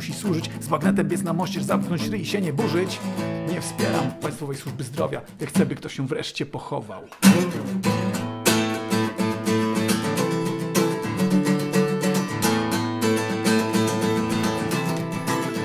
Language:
Polish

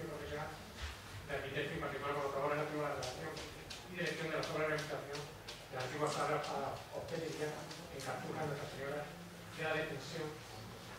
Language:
Spanish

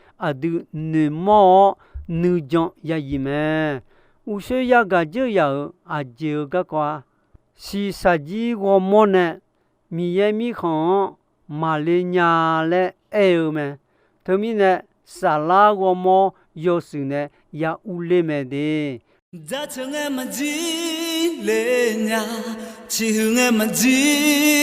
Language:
Akha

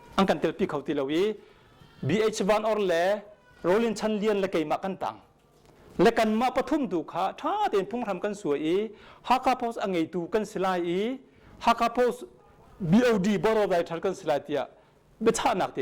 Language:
Hakha Chin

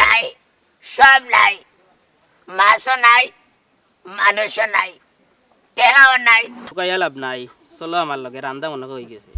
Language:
Sylheti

